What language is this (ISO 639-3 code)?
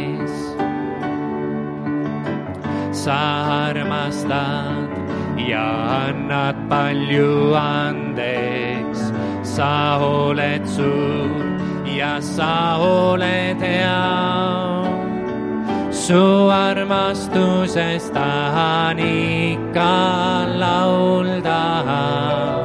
est